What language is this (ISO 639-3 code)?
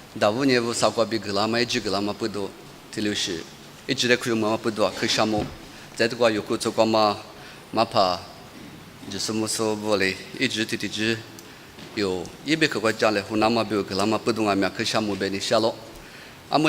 lis